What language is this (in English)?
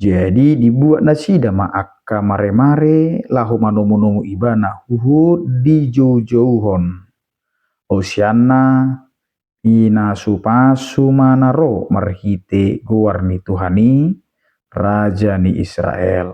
Batak Toba